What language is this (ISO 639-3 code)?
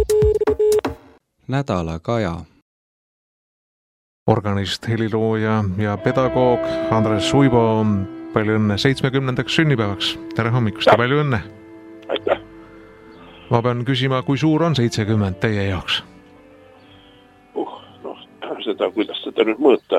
est